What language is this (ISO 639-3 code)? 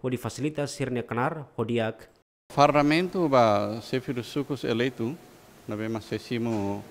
tet